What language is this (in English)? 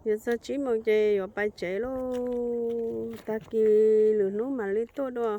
Hmong